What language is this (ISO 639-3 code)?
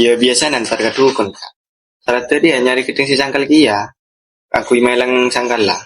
mad